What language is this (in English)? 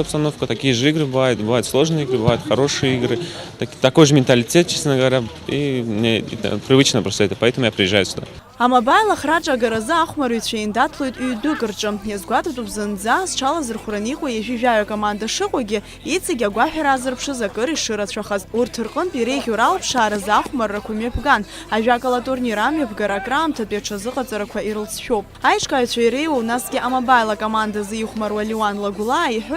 Abkhazian